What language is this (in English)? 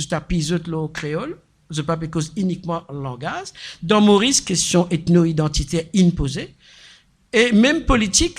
Morisyen